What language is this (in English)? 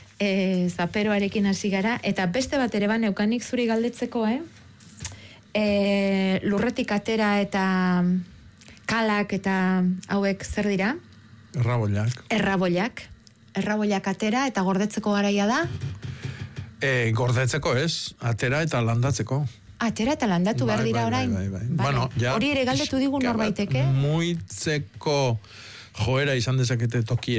Basque